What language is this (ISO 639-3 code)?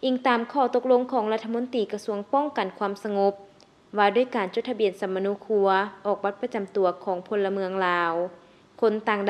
lao